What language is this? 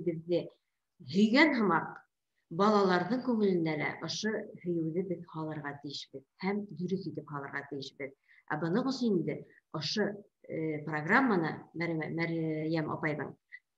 Bashkir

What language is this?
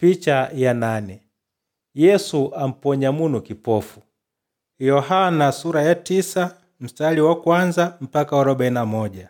Makonde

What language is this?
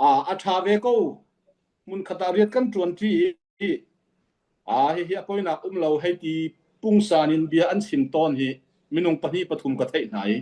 Hakha Chin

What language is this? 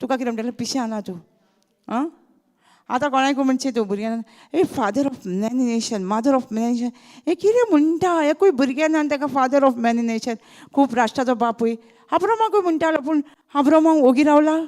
Konkani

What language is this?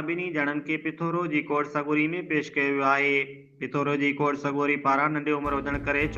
Sindhi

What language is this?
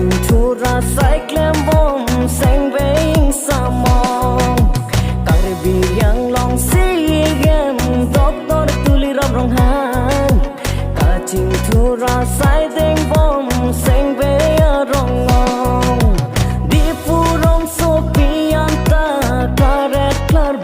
Karbi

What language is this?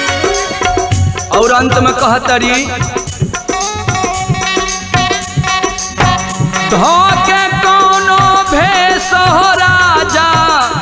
Bhojpuri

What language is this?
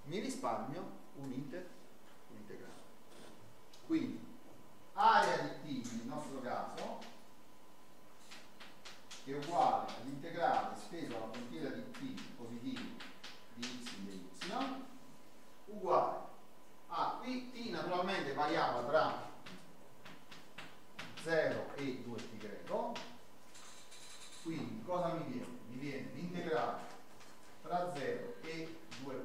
Italian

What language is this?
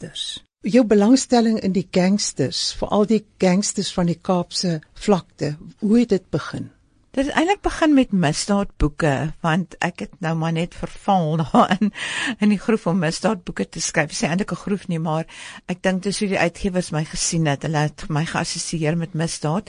Afrikaans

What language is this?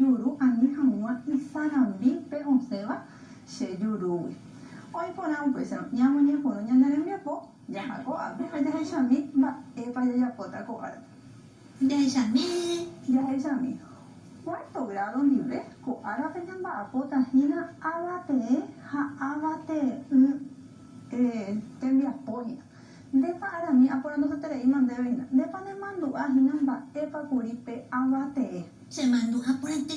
Guarani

